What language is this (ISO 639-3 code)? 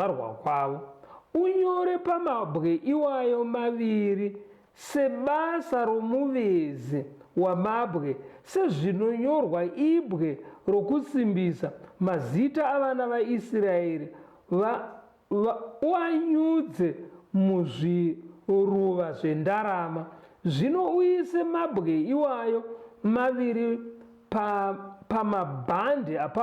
sna